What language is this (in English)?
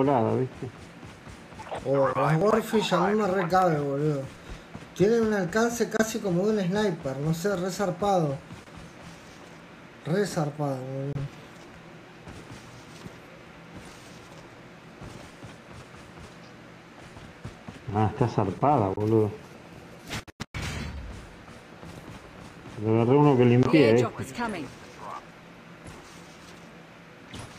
Spanish